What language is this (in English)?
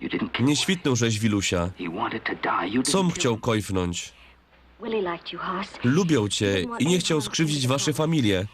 Silesian